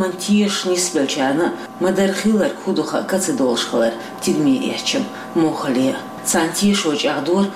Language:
Chechen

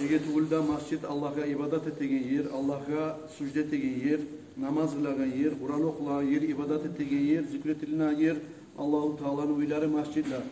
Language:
Kumyk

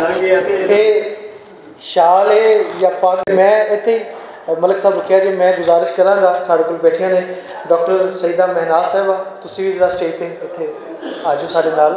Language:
Western Panjabi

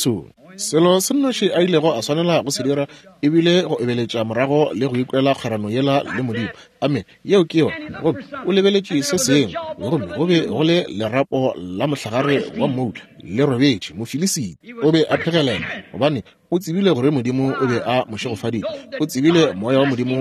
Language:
Northern Sotho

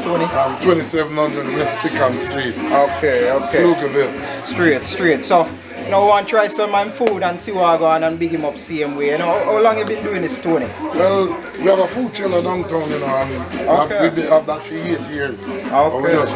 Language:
Jamaican Creole English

